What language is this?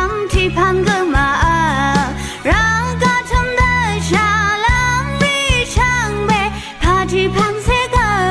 Rawang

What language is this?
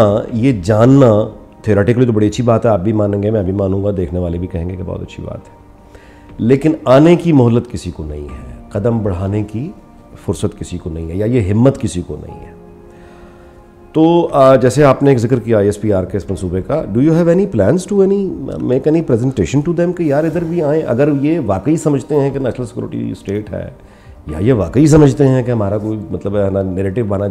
Urdu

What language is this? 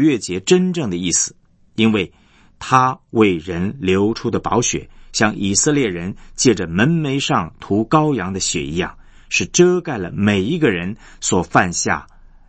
Chinese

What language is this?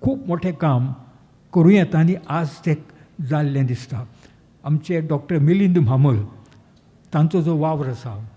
Konkani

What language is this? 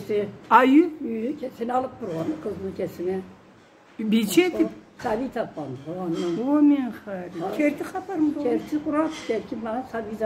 Karachay-Balkar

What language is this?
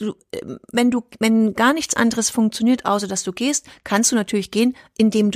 German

